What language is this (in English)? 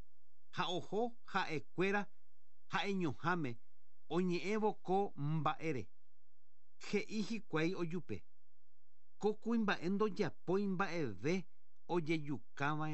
Guarani